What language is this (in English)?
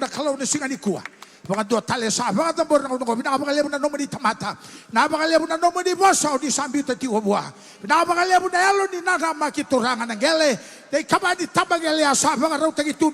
Fijian